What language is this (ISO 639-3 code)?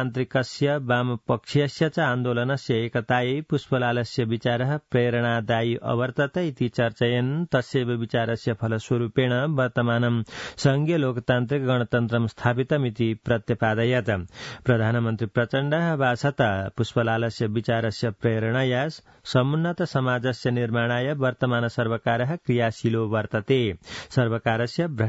san